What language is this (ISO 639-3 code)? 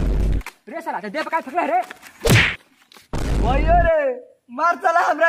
bho